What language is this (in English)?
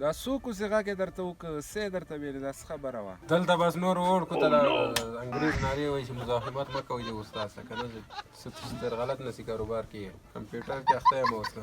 Pashto